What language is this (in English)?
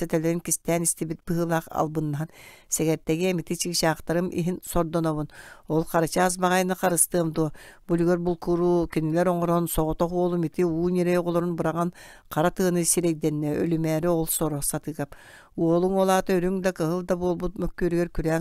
Yakut